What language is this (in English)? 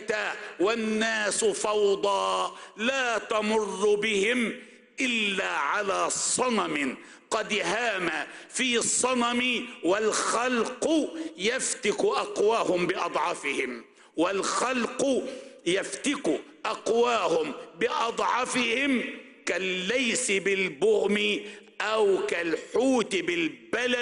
Arabic